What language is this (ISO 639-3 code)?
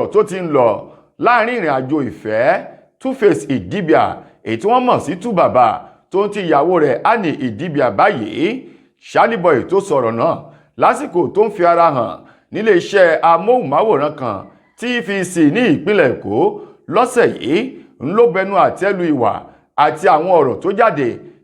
yor